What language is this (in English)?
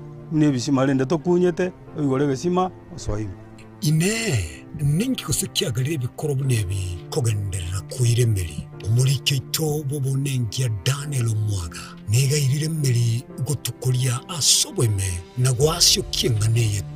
Gusii